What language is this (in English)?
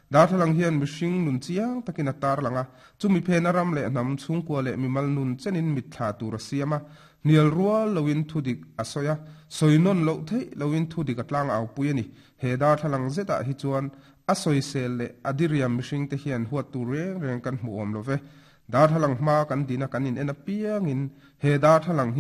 Mizo